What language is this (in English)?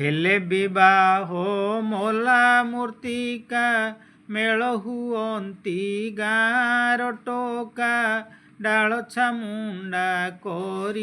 Odia